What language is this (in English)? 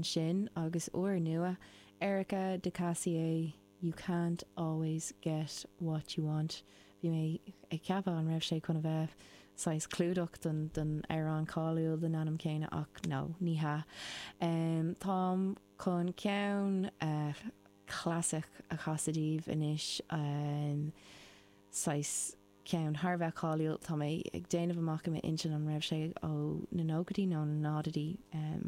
Irish